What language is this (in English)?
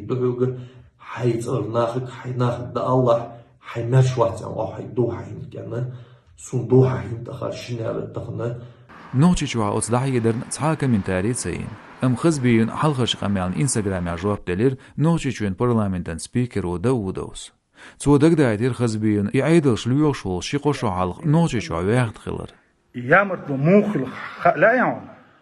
Chechen